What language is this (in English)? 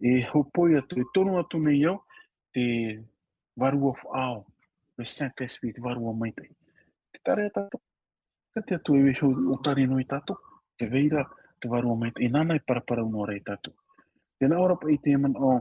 Tahitian